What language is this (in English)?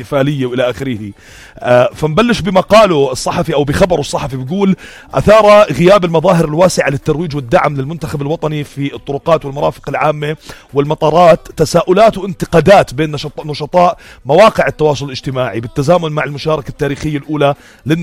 North Levantine Arabic